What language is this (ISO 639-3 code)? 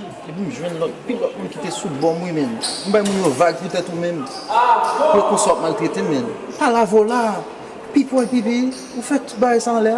hat